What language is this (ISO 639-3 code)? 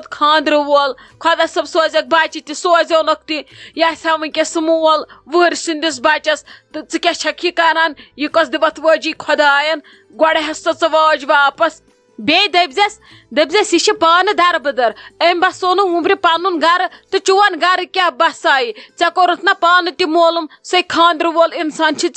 kas